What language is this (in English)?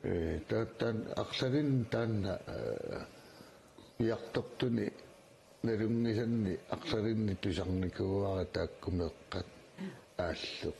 Kalaallisut